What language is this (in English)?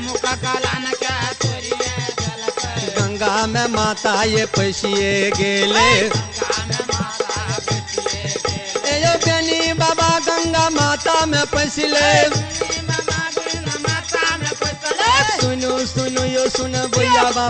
Maithili